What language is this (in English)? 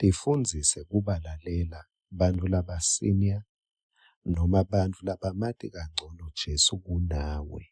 Swati